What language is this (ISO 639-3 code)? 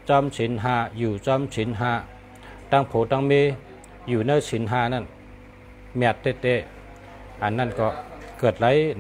shn